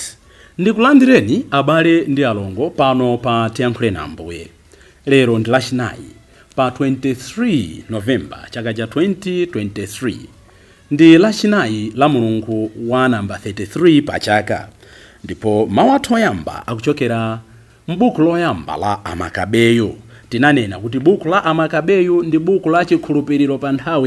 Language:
Nyanja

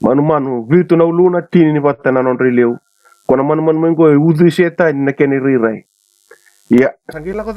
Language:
Fijian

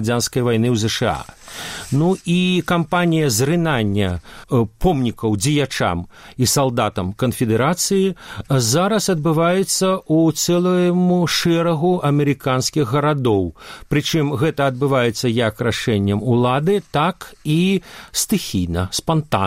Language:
Belarusian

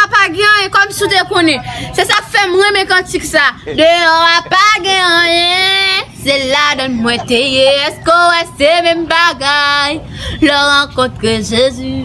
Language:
Haitian Creole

